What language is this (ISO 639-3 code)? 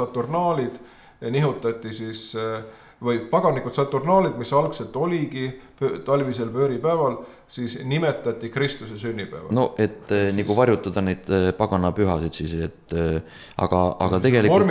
est